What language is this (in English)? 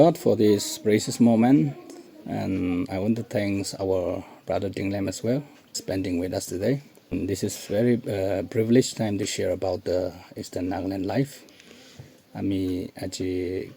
Naga Pidgin